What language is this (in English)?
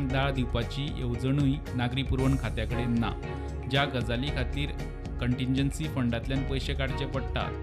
Konkani